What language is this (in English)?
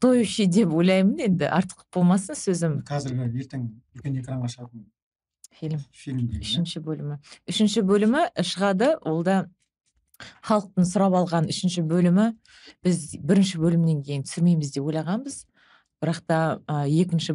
Kazakh